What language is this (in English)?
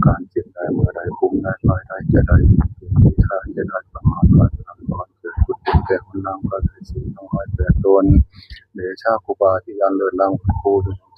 Northeastern Thai